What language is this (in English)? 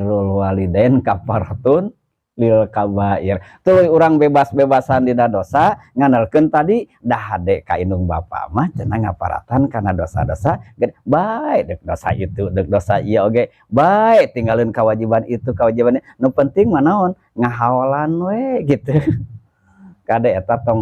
Sundanese